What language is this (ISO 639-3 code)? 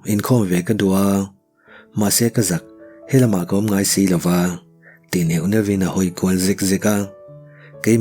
lus